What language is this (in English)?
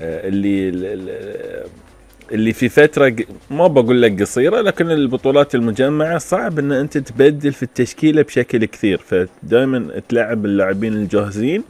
Gulf Arabic